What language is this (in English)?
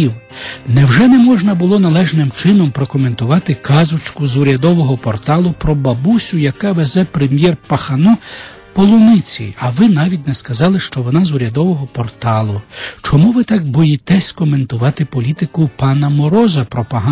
Ukrainian